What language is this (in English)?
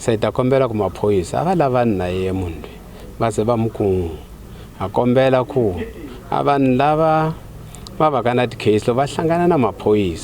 Tsonga